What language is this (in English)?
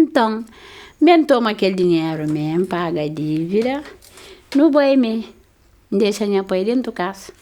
Kabuverdianu